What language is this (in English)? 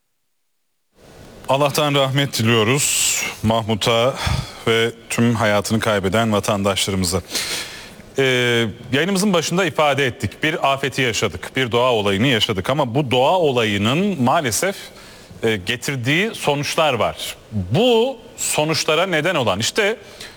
Turkish